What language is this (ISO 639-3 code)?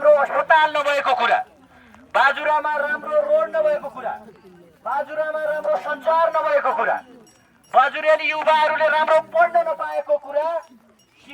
nep